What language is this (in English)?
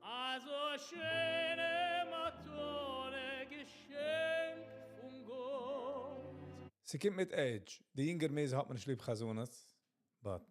Yiddish